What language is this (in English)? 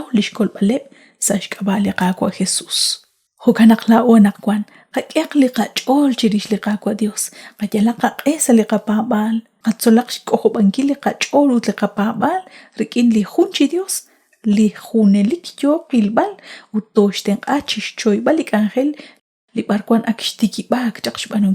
Kekchí